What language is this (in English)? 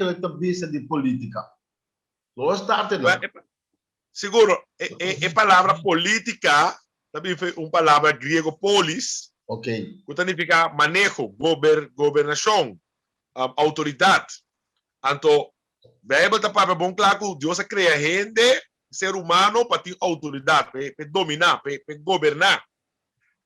Papiamento